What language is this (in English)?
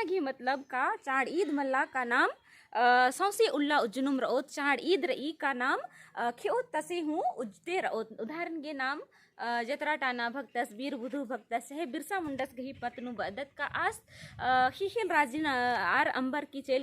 Kurukh